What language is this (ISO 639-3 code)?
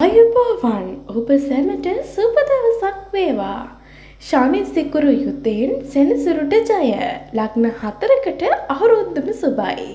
sin